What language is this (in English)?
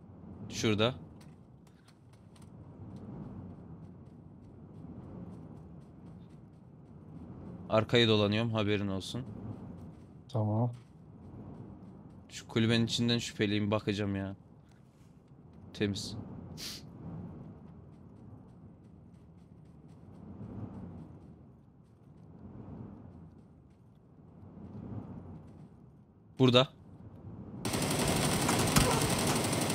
Turkish